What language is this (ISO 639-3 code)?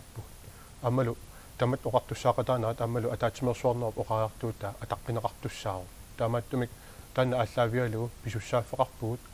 kal